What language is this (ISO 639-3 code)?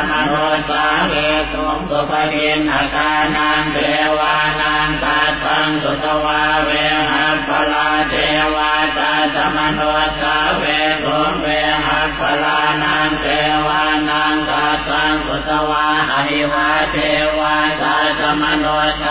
pli